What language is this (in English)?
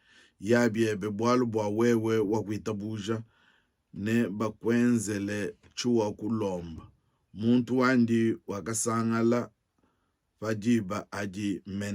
Luba-Lulua